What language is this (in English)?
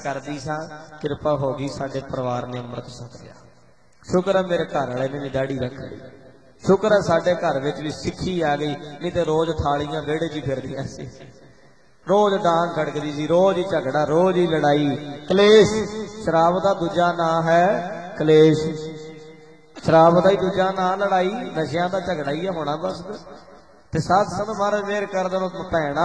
Punjabi